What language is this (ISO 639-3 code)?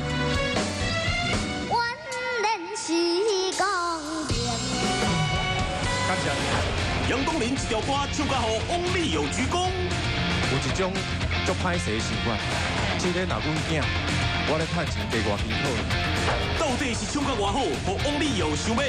nan